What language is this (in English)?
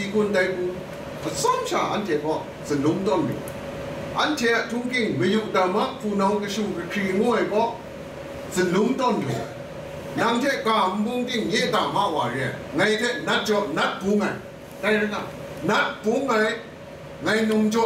Kachin